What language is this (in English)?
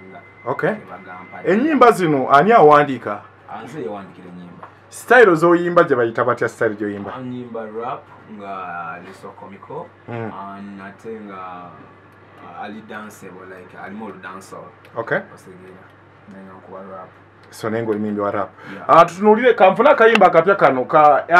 Ganda